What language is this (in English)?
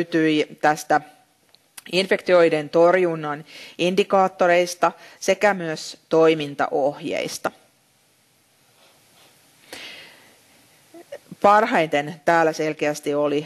Finnish